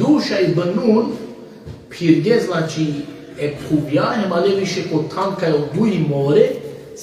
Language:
Balkan Romani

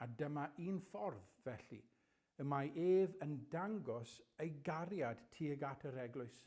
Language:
Welsh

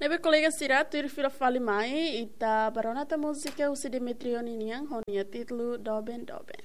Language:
Tetum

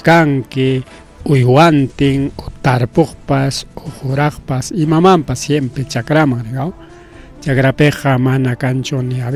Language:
Ayacucho Quechua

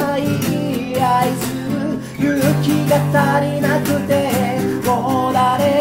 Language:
Japanese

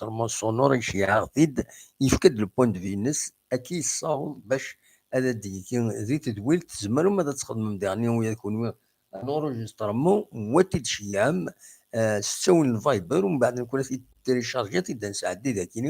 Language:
Kabyle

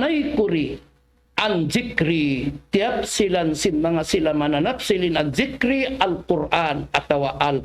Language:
Tausug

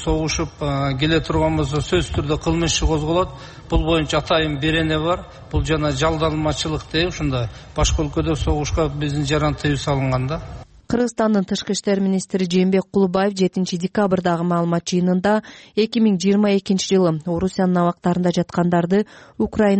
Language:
Kyrgyz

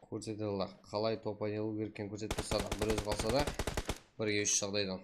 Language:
Kara-Kalpak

